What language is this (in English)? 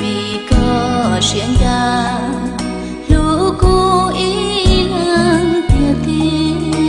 Hmong